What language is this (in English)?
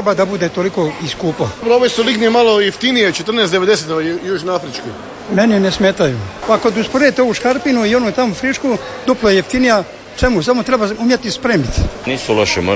Croatian